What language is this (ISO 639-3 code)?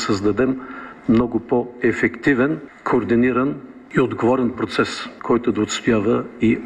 bul